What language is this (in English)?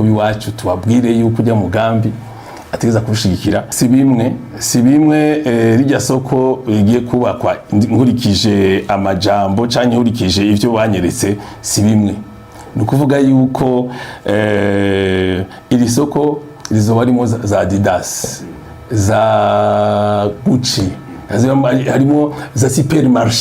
Rundi